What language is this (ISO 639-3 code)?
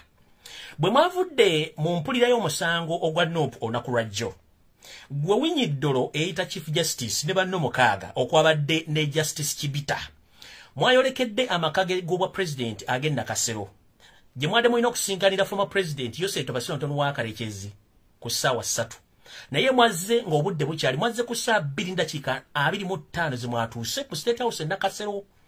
lug